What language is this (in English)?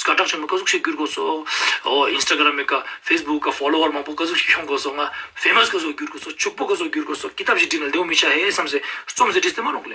Ladakhi